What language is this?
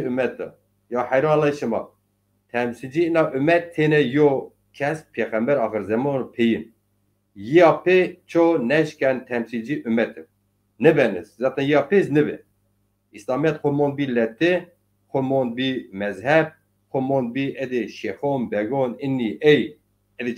Zaza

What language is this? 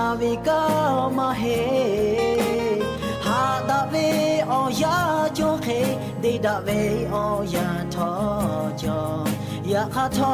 Lahu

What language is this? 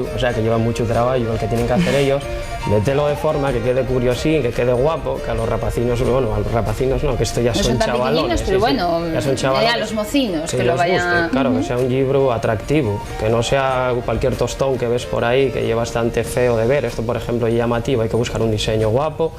Asturian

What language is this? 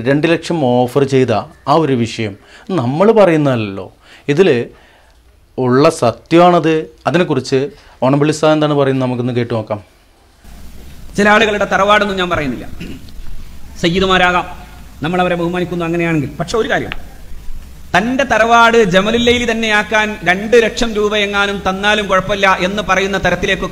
Malayalam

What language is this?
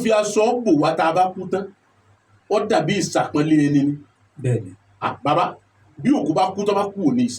Yoruba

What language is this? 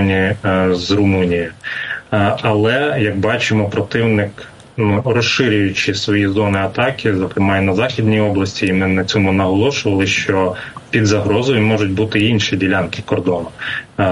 Ukrainian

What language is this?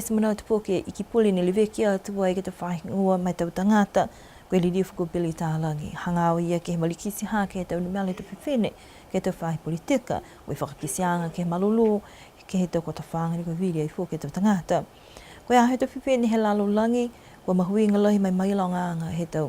Niuean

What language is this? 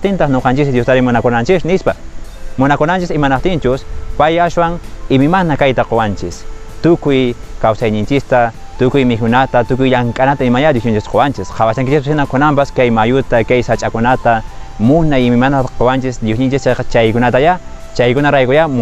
Quechua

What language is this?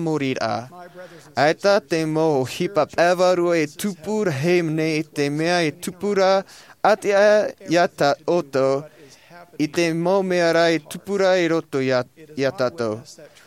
Tahitian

